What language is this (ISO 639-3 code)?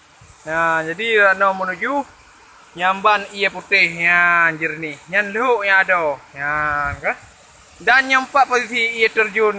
ace